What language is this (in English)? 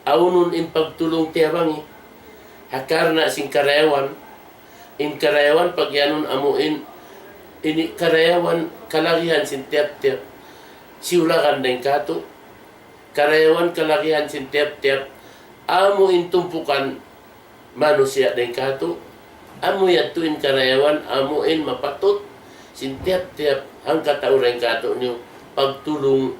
Tausug